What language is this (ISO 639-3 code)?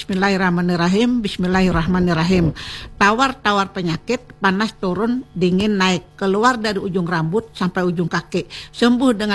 ind